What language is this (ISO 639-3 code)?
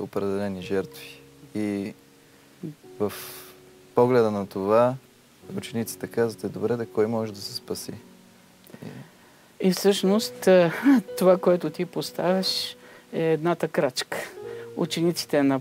bul